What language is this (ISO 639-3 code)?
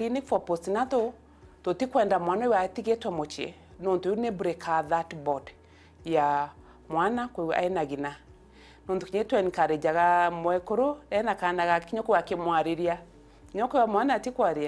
mer